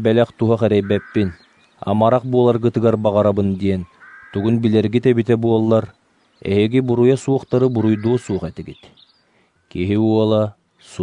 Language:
Yakut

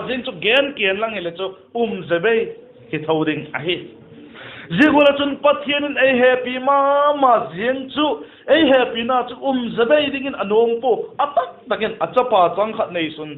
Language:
Vaiphei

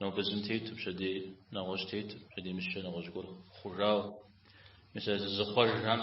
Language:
Kabardian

